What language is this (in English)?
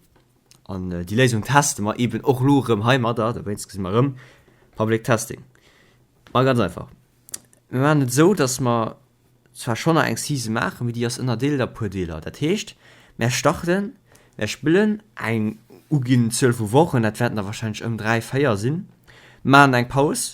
Luxembourgish